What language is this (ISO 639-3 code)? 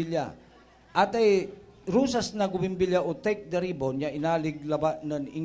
pag